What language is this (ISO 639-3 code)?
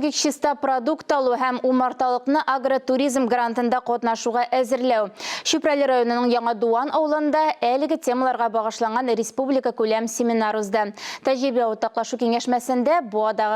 tat